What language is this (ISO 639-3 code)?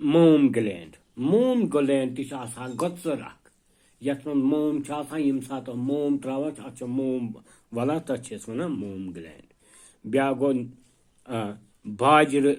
kas